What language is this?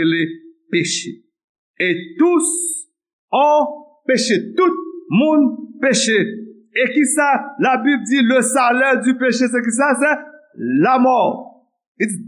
Haitian Creole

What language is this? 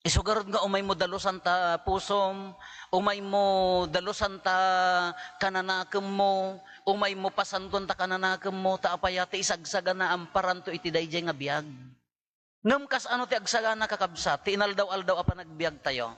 Iloko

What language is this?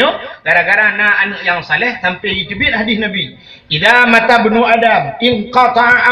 Achinese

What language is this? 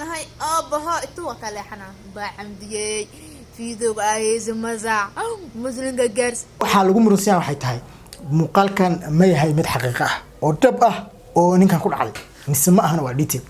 Somali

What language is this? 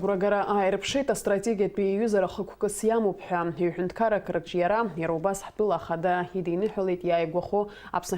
Abkhazian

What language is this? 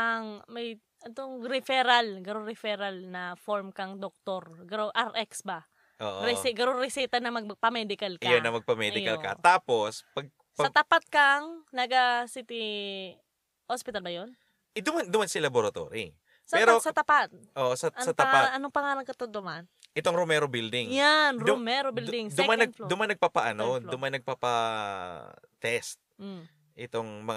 Bikol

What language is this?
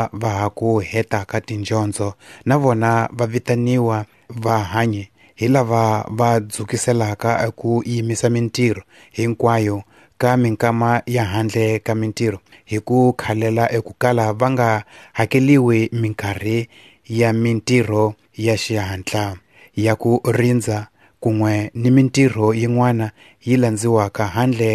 Tsonga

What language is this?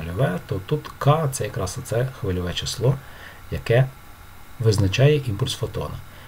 Ukrainian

